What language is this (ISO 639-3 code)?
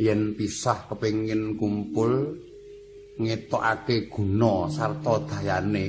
jav